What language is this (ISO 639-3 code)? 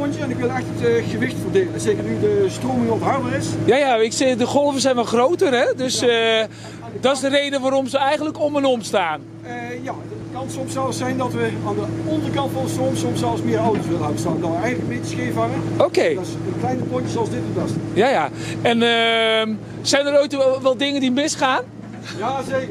nld